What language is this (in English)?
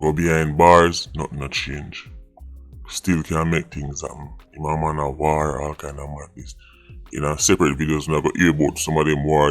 Jamaican Creole English